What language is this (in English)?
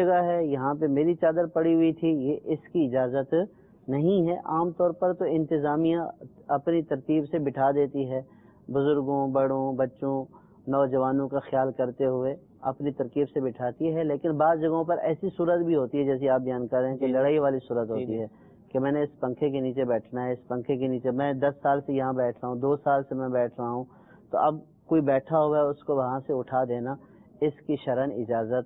Urdu